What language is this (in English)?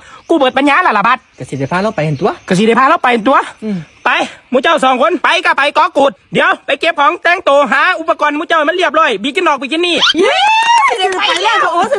Northeastern Thai